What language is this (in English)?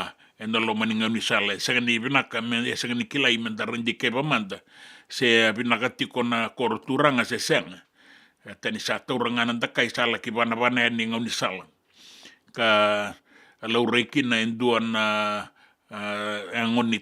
Fijian